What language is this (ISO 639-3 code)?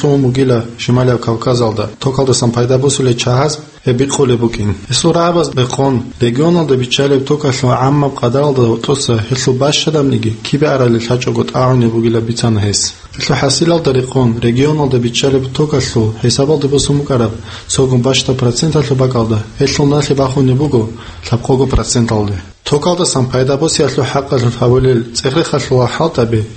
ava